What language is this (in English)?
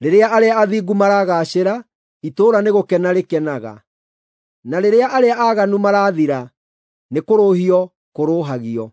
Kikuyu